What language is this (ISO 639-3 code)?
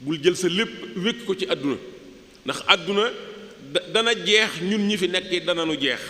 wol